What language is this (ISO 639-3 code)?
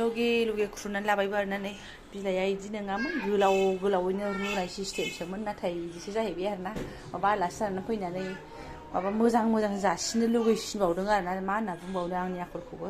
brx